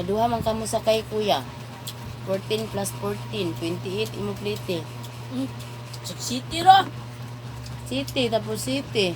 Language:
Cebuano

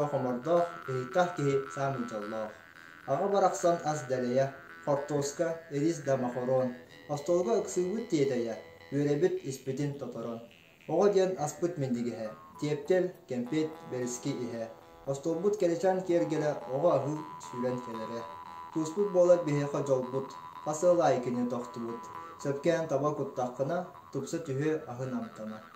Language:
Yakut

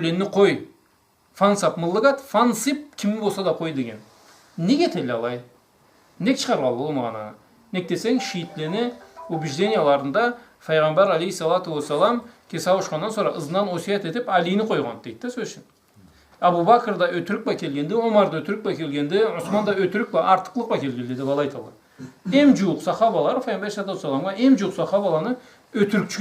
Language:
Karachay-Balkar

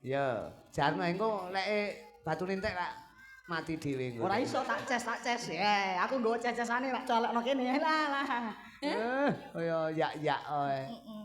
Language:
Javanese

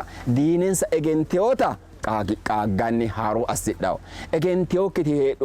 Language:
Sidamo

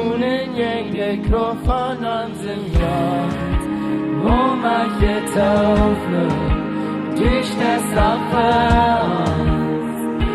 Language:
Plautdietsch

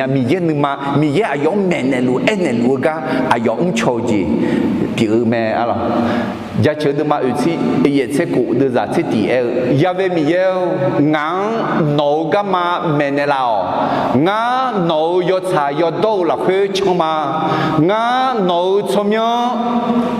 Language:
Akha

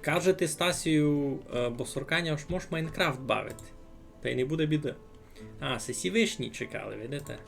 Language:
Rusyn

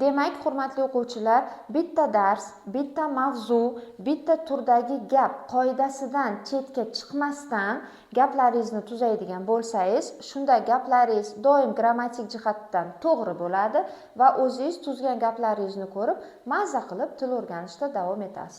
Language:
Uzbek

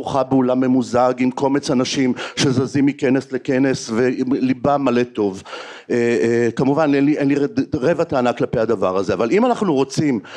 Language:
Hebrew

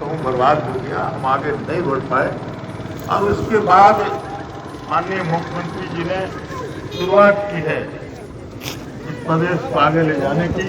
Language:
Santali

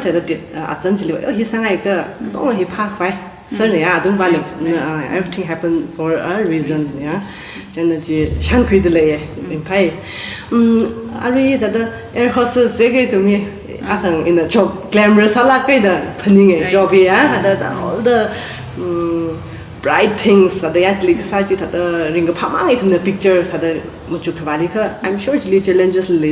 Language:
Tangkhul Naga (India)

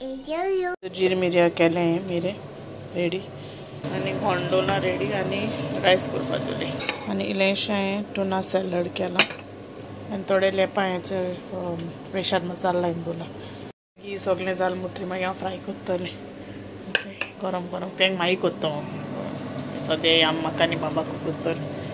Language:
Konkani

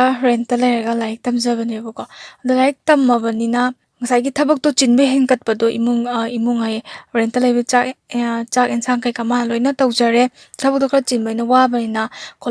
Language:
Manipuri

